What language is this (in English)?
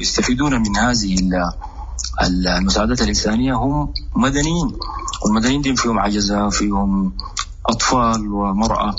Sudanese Arabic